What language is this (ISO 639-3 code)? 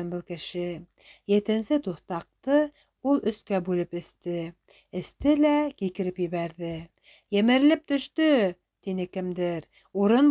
bak